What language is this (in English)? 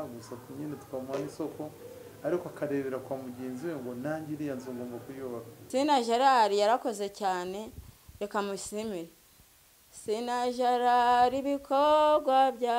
Kinyarwanda